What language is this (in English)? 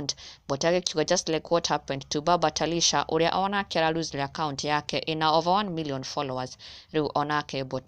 Kikuyu